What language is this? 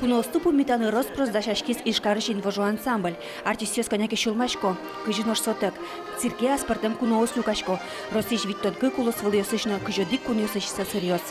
Udmurt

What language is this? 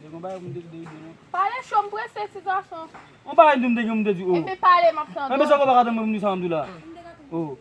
Haitian Creole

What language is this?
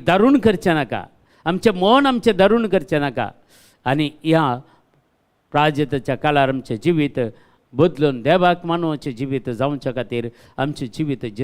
Konkani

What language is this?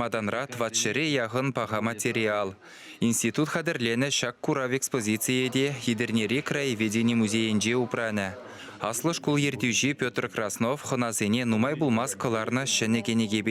Chuvash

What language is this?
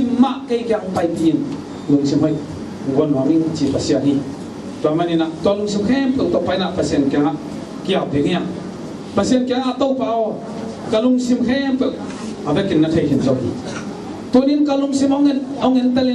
Tedim Chin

